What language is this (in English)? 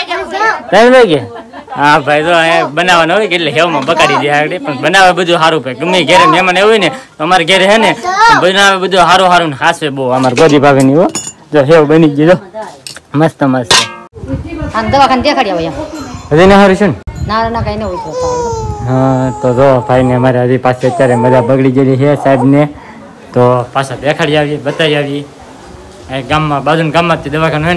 Gujarati